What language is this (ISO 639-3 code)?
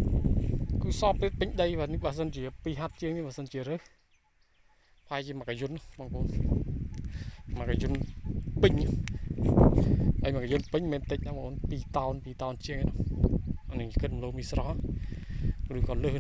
khm